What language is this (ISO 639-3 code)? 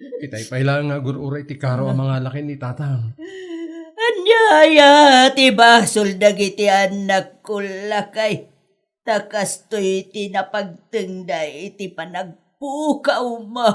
ilo